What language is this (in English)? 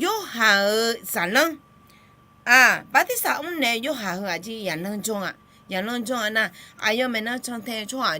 Akha